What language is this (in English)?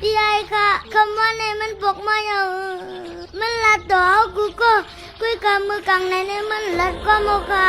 Shan